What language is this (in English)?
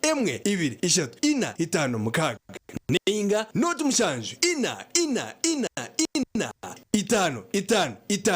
Nyankole